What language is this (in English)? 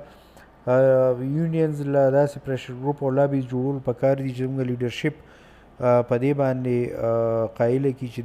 Pashto